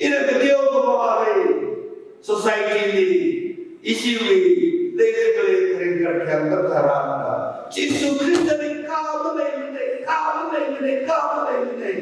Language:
Tangkhul Naga (India)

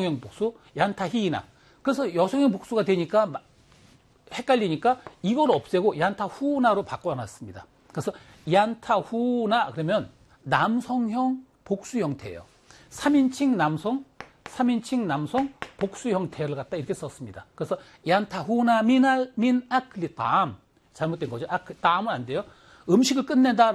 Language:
Korean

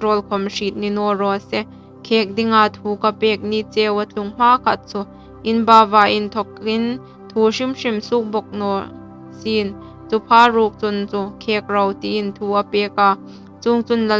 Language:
Hmar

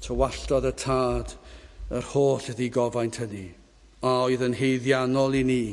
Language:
Welsh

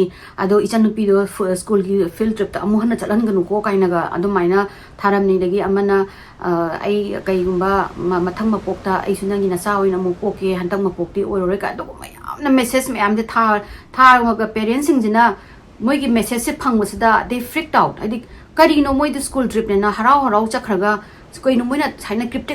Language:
Manipuri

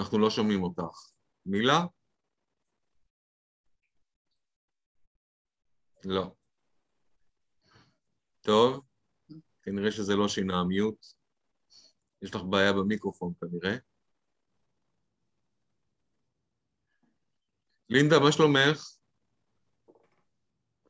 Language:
Hebrew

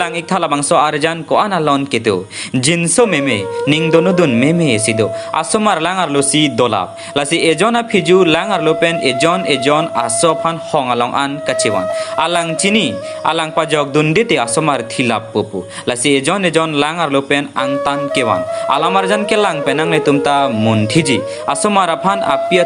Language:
Karbi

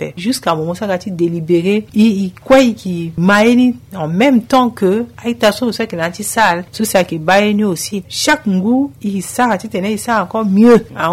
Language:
Sango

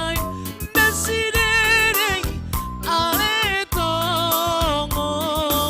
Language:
Batak Simalungun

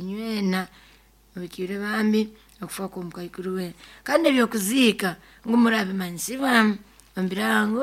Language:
Nyoro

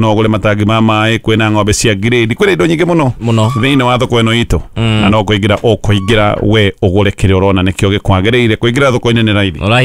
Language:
Kikuyu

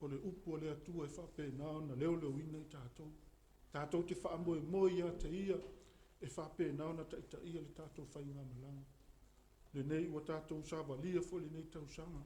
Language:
Samoan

